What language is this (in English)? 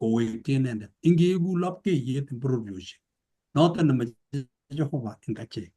Kalenjin